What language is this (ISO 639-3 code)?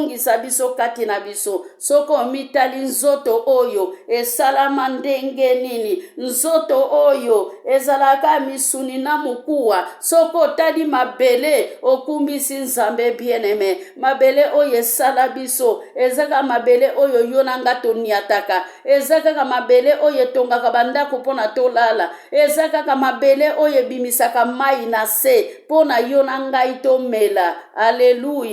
lin